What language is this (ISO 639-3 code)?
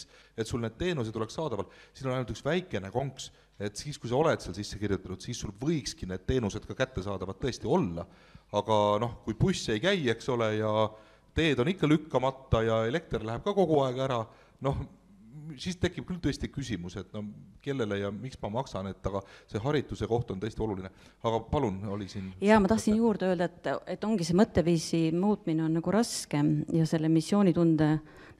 est